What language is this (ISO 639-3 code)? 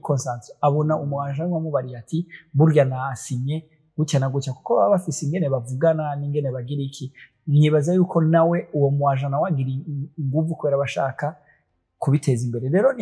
run